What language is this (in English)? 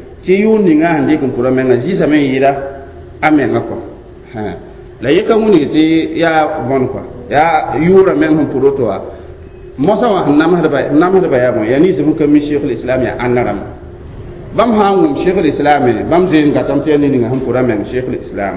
Mossi